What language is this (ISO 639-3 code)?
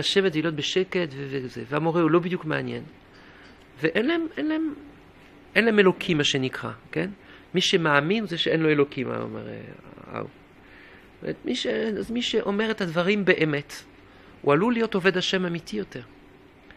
heb